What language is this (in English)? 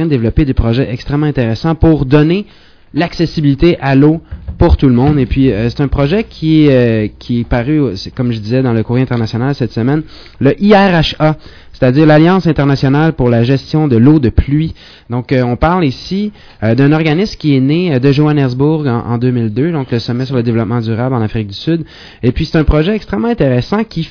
French